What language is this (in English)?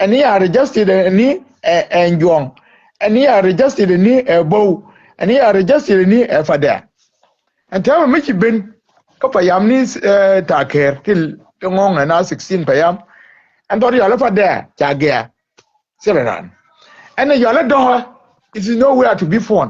Nuer